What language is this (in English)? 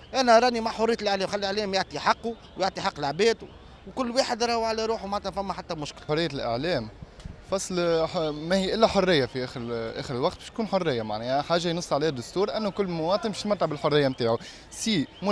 Tunisian Arabic